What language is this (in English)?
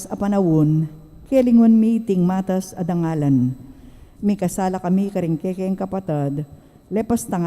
Pampanga